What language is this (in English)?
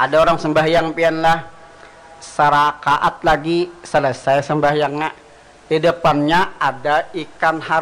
Banjar